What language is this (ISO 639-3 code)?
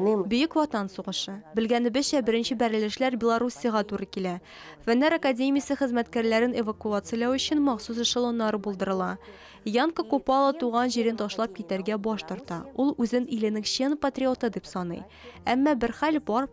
tat